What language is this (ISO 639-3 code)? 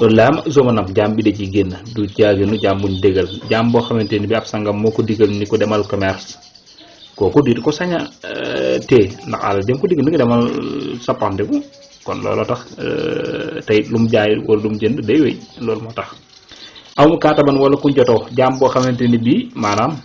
wol